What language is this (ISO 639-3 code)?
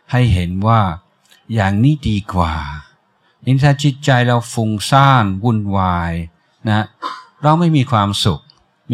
tha